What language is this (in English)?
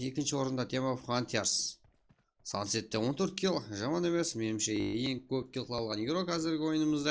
Kara-Kalpak